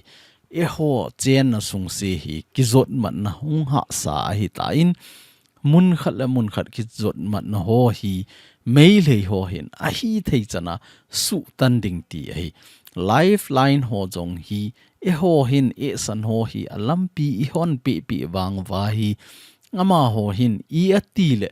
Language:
Thado Chin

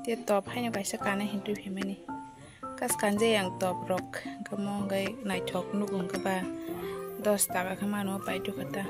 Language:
Kok Borok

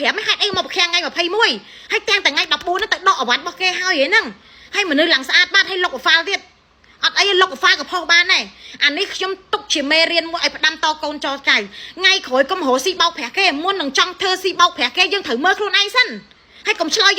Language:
Khmer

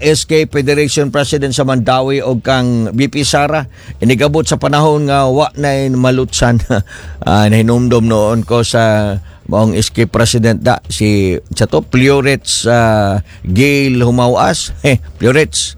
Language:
Cebuano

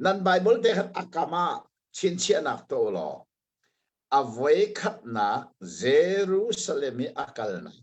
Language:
Hakha Chin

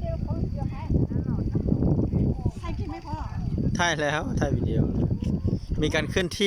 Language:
Lao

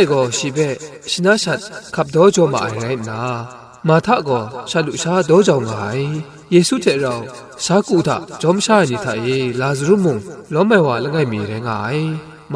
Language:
Kachin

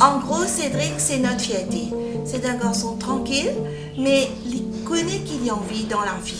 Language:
Morisyen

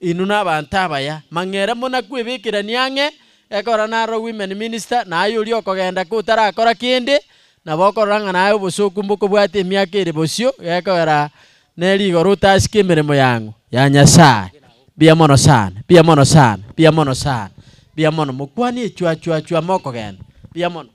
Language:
Gusii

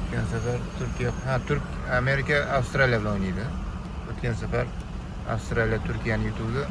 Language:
Uzbek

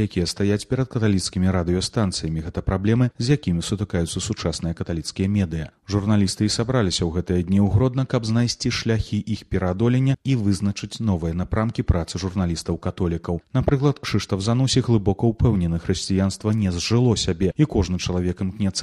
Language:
Belarusian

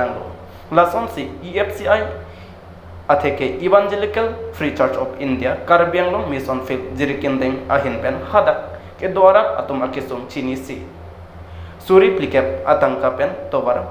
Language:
Karbi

